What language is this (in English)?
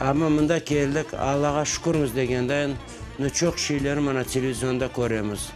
Crimean Tatar